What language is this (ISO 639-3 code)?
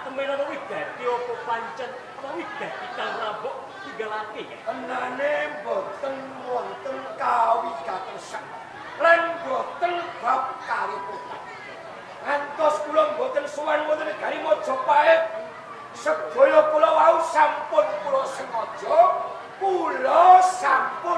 jav